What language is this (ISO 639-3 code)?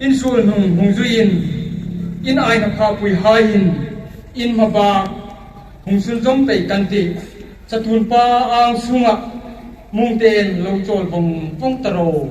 hmr